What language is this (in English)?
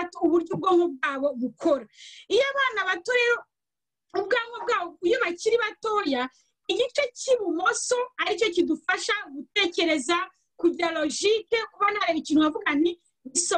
Kinyarwanda